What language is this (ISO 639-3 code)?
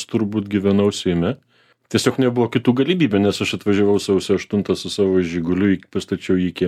lit